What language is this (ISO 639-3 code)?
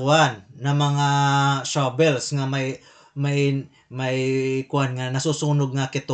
war